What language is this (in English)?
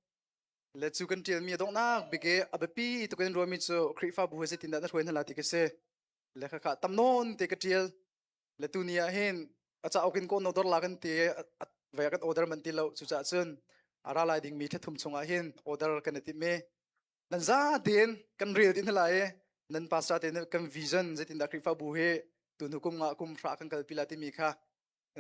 Hakha Chin